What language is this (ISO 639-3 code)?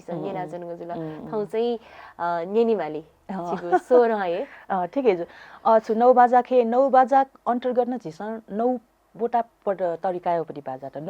new